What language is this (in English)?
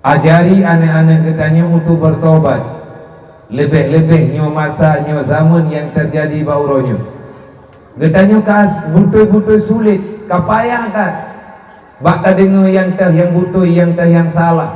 Achinese